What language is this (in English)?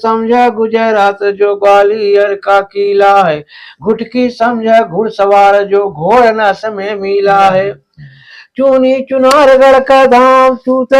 Awadhi